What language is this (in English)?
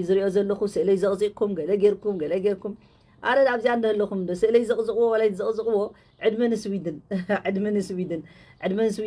Tigrinya